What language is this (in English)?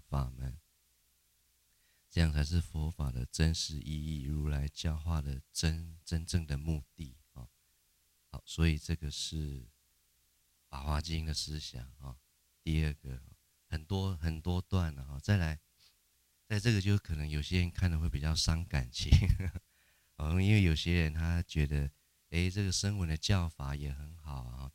Chinese